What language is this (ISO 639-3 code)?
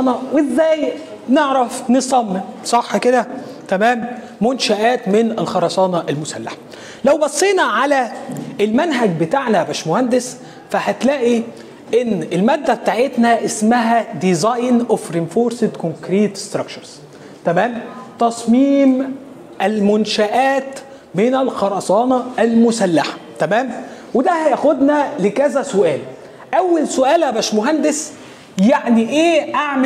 arz